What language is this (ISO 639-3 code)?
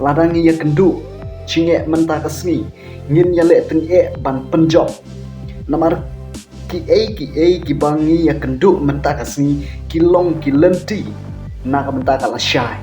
kha